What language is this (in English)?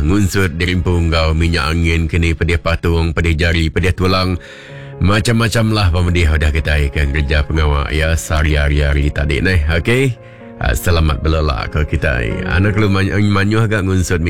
Iban